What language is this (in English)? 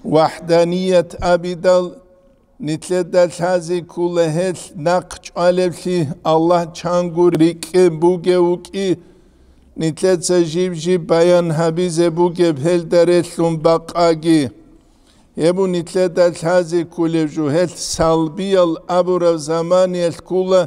Avaric